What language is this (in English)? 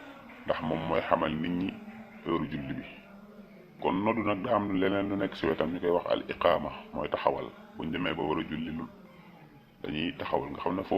Wolof